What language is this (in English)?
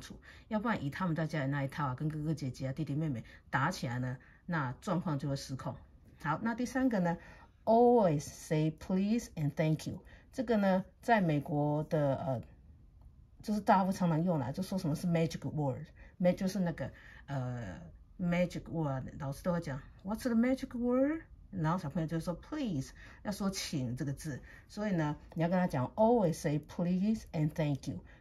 Chinese